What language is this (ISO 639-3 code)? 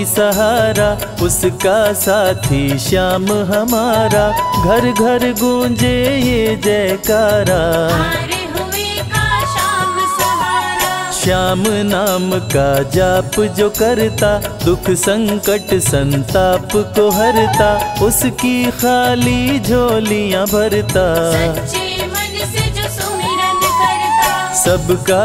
hin